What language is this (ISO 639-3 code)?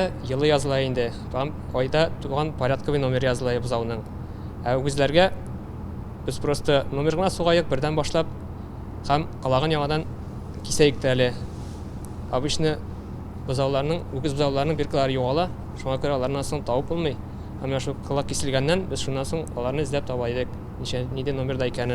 tat